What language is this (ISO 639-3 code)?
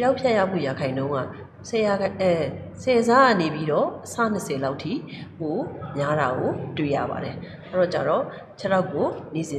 mya